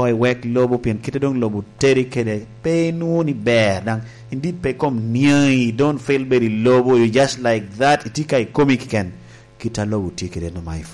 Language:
Lango (Uganda)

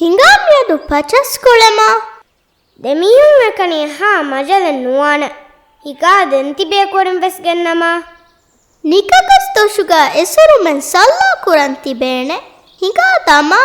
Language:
Divehi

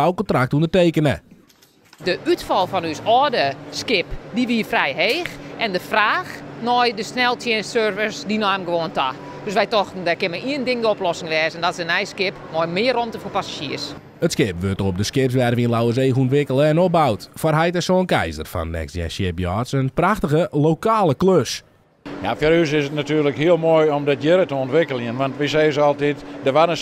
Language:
Western Frisian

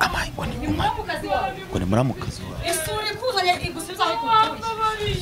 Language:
Kinyarwanda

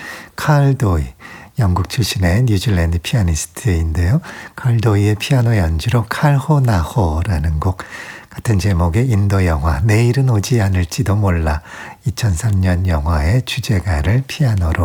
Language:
Korean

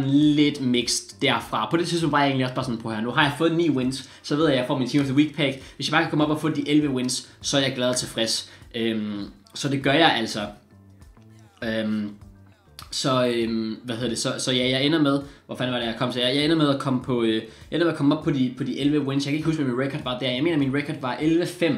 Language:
Danish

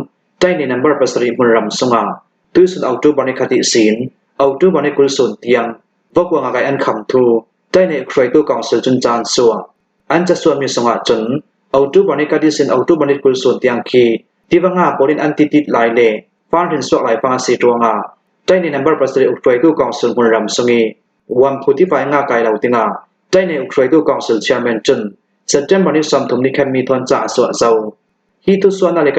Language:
Hakha Chin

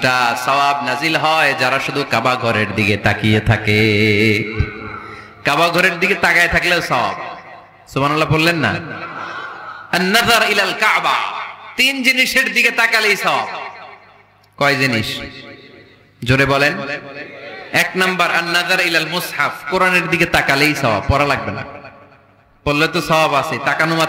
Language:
Bangla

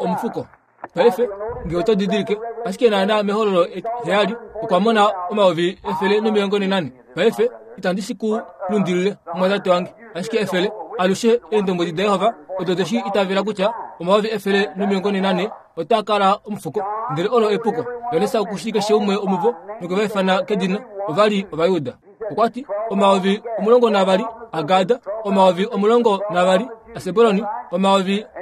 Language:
Kuanyama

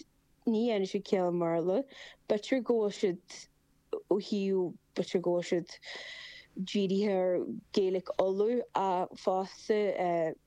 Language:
Irish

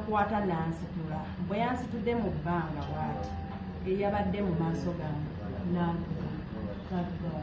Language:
Ganda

